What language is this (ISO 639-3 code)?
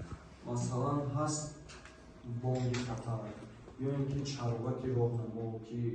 tgk